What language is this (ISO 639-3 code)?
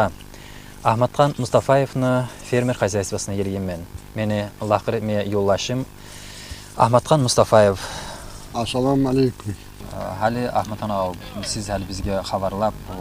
kum